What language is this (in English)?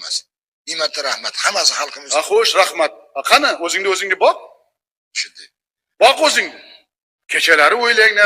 Uzbek